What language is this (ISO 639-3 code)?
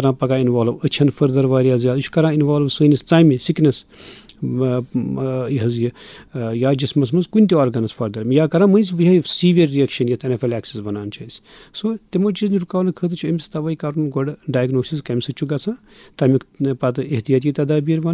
kas